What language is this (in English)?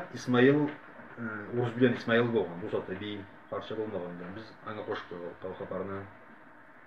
Karachay-Balkar